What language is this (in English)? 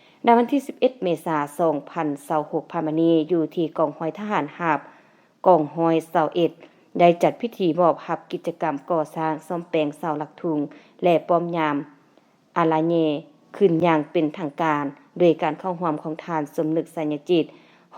Lao